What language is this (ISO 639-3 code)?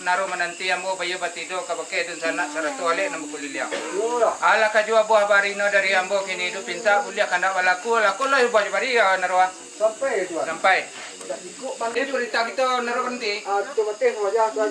min